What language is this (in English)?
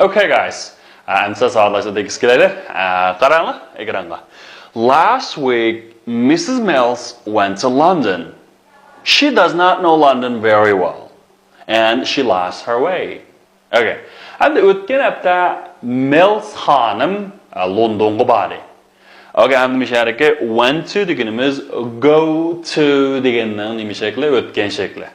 Uyghur